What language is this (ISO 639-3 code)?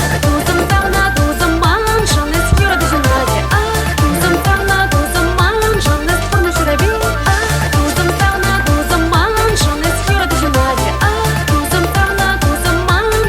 chv